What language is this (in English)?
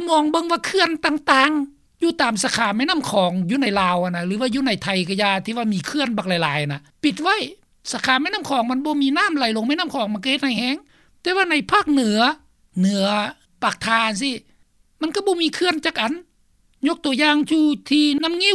Lao